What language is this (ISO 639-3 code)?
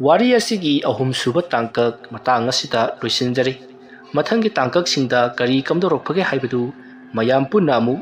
mni